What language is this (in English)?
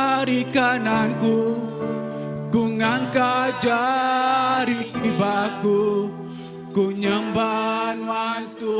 Iban